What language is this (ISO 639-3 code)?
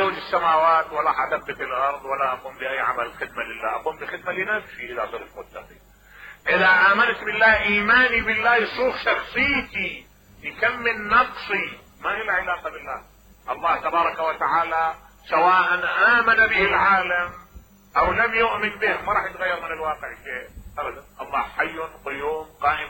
acm